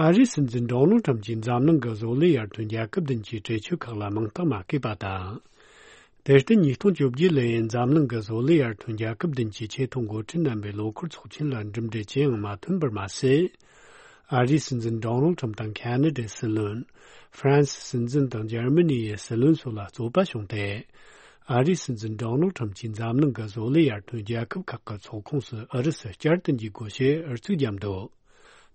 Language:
Tibetan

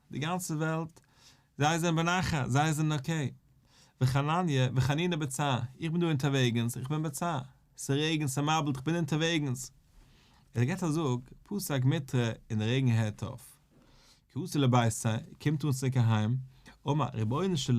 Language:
Yiddish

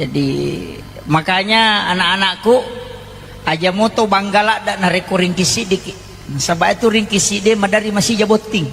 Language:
Buginese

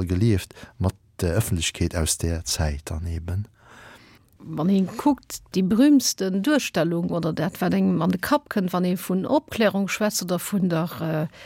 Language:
Luxembourgish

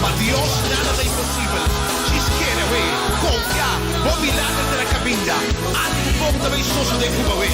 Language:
Papiamento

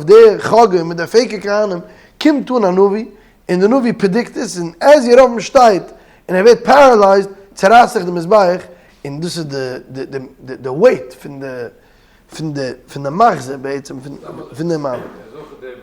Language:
Yiddish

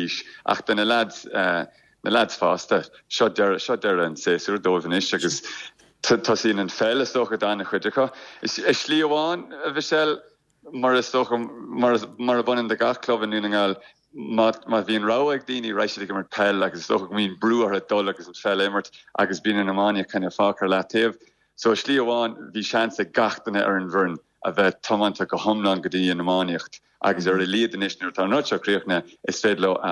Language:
Irish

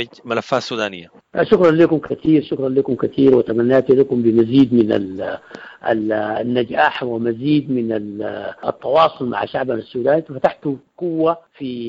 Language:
Sudanese Arabic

